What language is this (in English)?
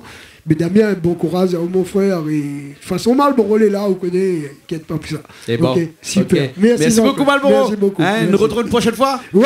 Réunion Creole French